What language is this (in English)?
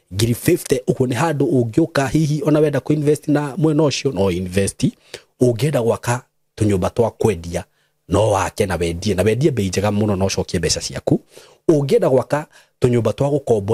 Kikuyu